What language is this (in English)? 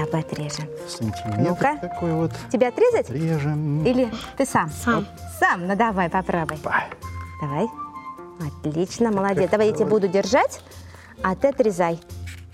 Russian